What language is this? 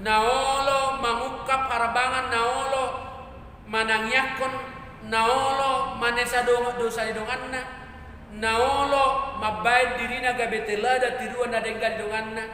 Batak Toba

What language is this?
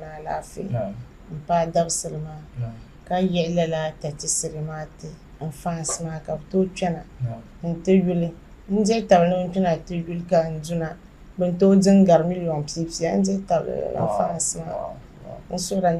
Dagbani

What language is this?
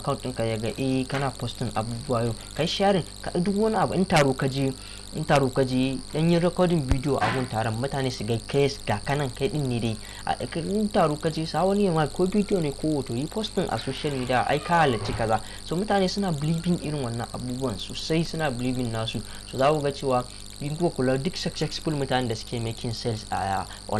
Hausa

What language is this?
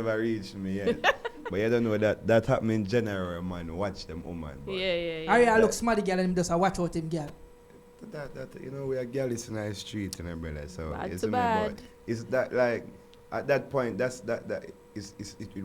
Jamaican Creole English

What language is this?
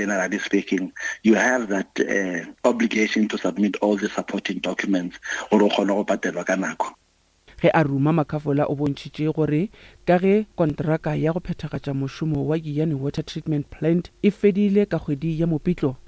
Northern Sotho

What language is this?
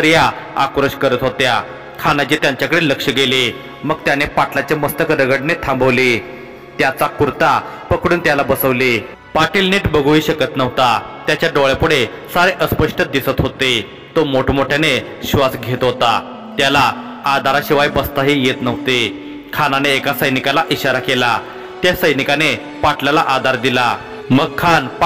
Marathi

